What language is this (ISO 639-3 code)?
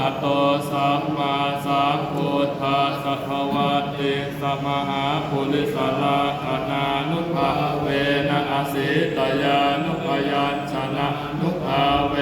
pli